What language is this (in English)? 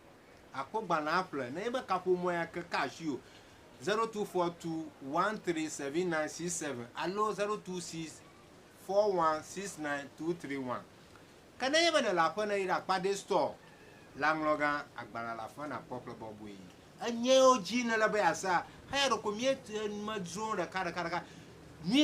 Ewe